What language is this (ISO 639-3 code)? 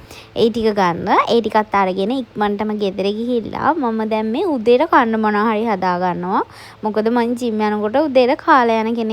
sin